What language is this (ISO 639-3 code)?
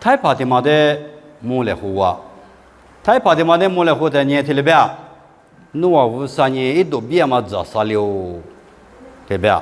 lis